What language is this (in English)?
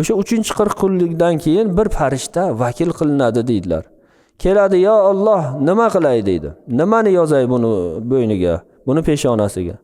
Uzbek